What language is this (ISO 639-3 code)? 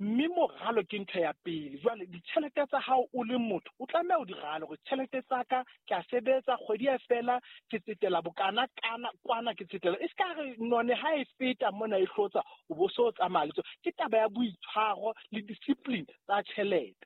sot